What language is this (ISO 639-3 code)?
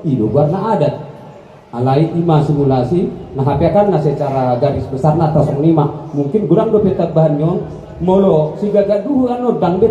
bbc